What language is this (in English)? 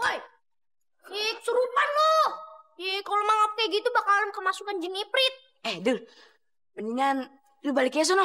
Betawi